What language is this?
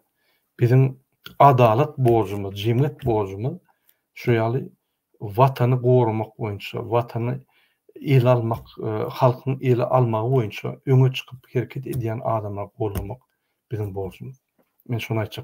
Turkmen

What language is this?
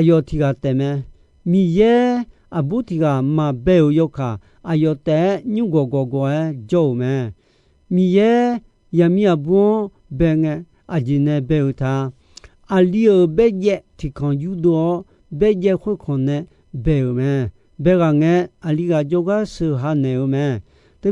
Akha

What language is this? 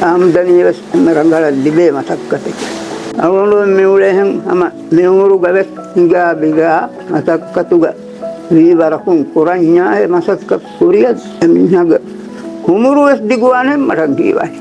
Divehi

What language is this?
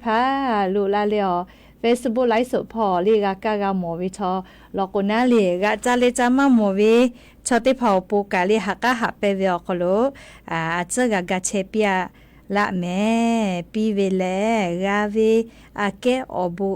Lahu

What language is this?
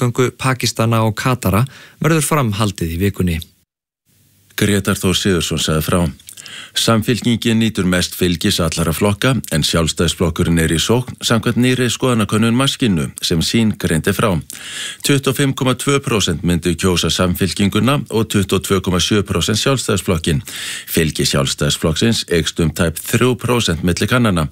Icelandic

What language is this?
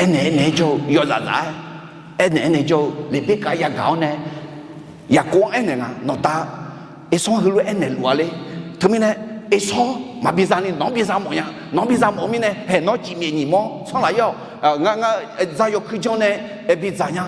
Akha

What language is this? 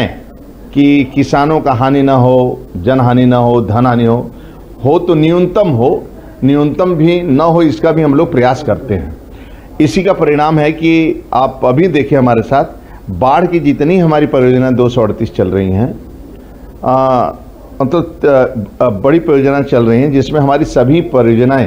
Hindi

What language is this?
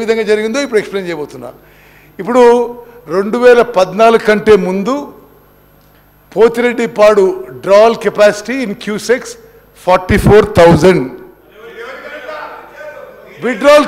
Telugu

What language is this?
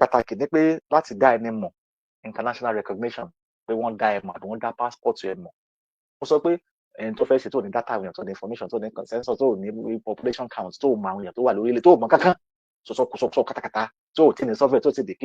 Yoruba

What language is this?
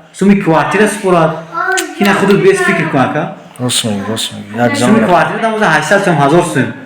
Tajik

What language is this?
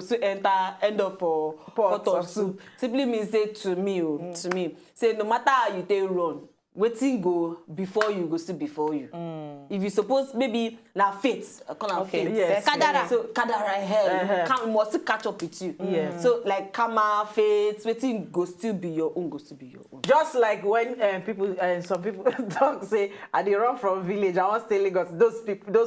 Nigerian Pidgin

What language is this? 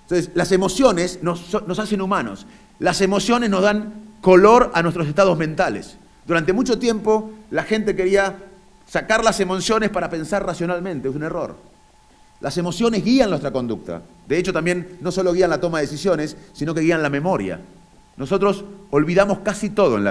Spanish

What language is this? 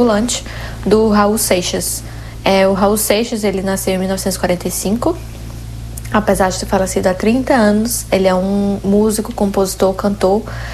Portuguese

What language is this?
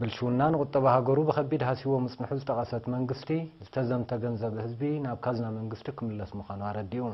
Tigrinya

